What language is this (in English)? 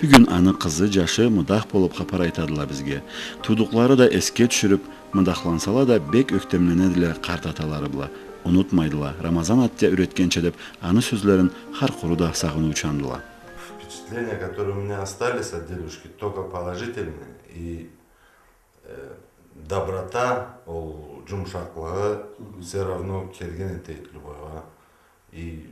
Karachay-Balkar